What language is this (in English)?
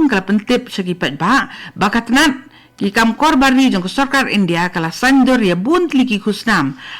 Khasi